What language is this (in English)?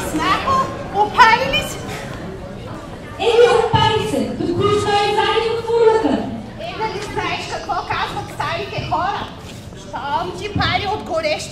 Bulgarian